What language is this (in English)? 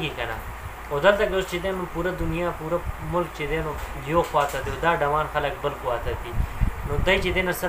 Pashto